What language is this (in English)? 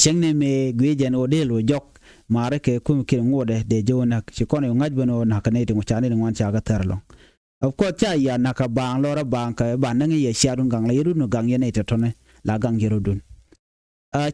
Nuer